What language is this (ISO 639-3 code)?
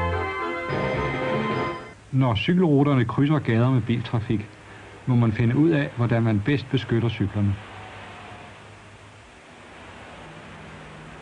dan